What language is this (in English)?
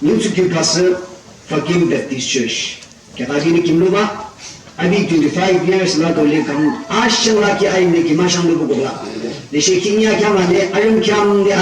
Yimchungru Naga